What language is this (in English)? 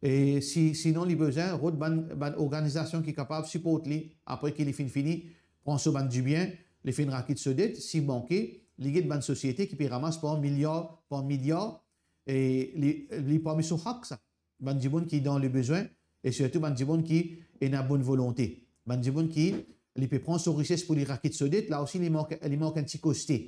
Morisyen